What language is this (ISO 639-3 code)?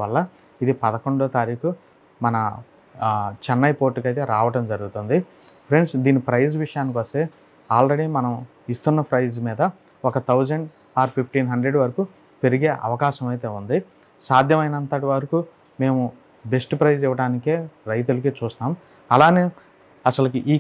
tel